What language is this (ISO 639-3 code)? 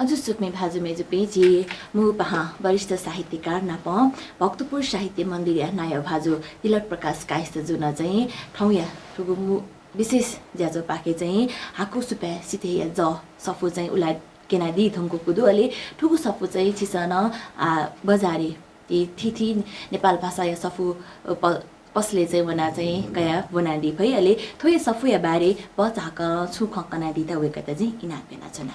new